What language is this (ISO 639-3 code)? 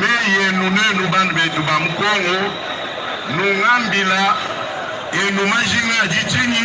lua